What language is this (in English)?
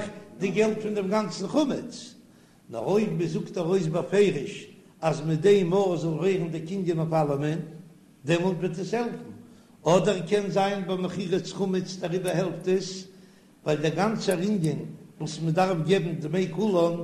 Yiddish